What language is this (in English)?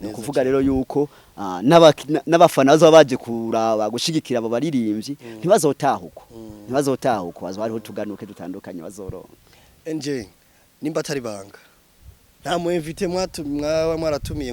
Rundi